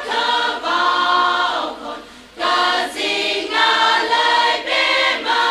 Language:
Tangkhul Naga (India)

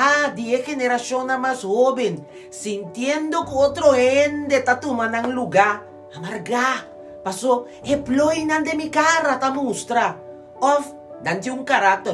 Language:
Papiamento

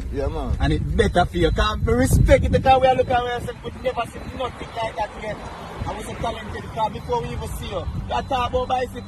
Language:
Jamaican Creole English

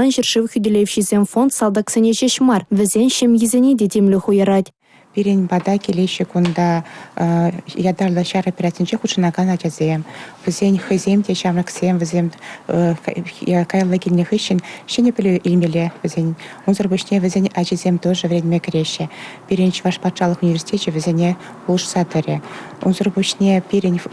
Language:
Chuvash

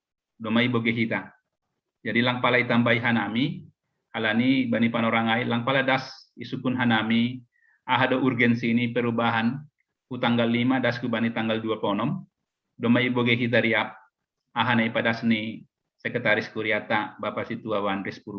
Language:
Batak Simalungun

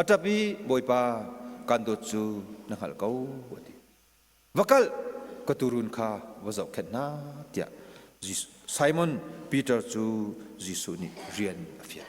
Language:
Hakha Chin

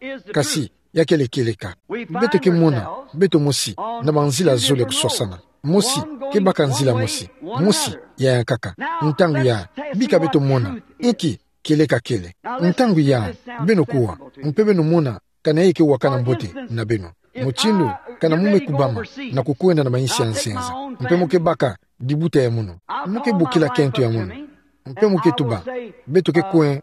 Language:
Kituba (Democratic Republic of Congo)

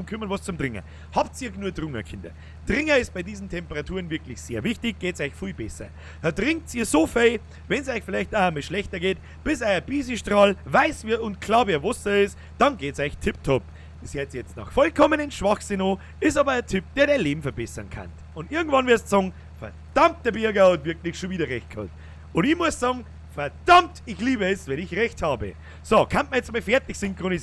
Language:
Bavarian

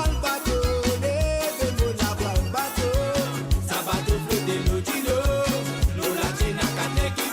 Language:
Morisyen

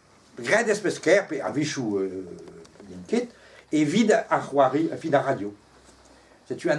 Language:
Breton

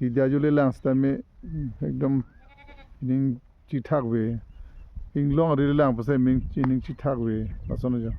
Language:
Karbi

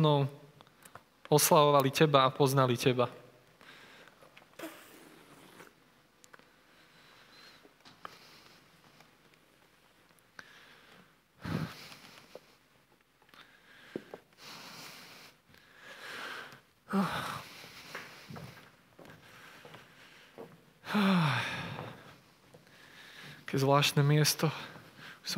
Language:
Slovak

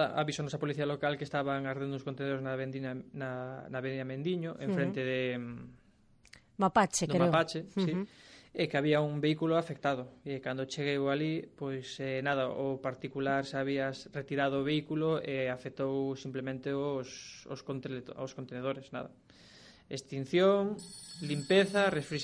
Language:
Galician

